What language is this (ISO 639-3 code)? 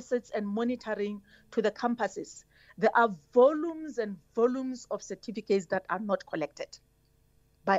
eng